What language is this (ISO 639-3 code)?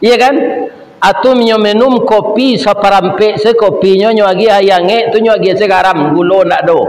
min